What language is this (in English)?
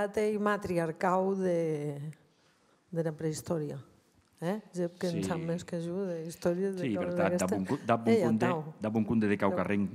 Occitan